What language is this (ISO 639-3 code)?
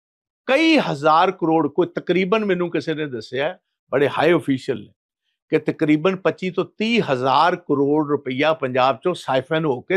pan